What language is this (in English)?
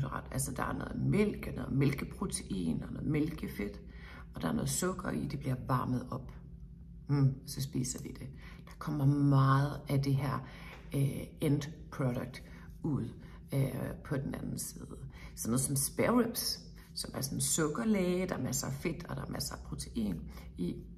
Danish